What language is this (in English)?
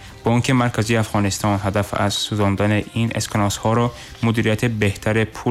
Tajik